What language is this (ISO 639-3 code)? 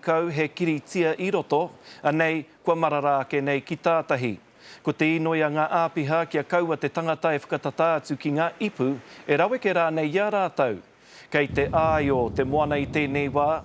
mri